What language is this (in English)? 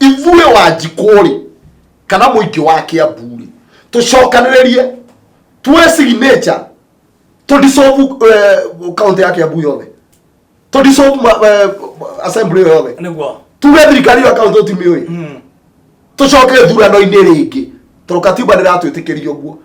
Kikuyu